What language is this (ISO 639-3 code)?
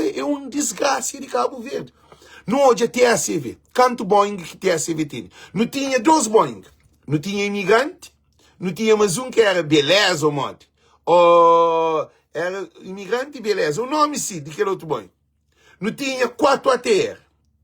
kea